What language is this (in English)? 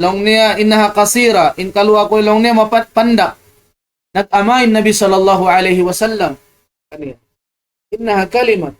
Tausug